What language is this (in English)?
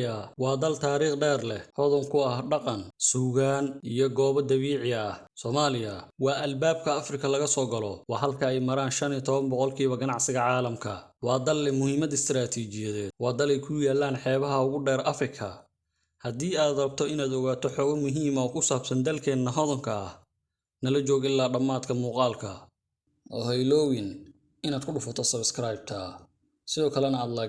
Somali